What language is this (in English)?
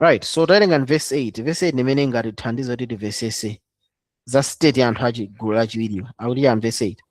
Nyanja